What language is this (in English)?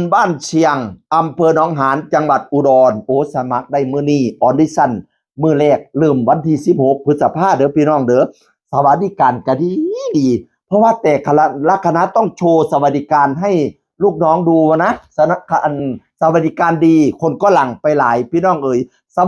Northeastern Thai